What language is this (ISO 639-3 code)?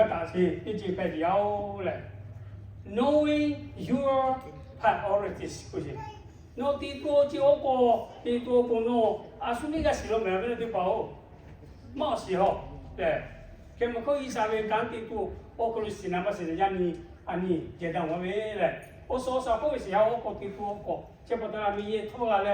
lhu